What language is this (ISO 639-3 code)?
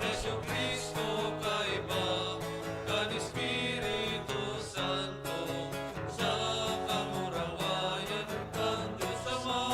bik